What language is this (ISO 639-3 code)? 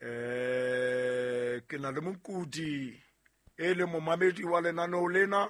sot